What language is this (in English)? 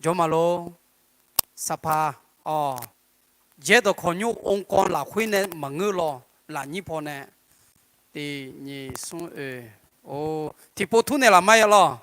Akha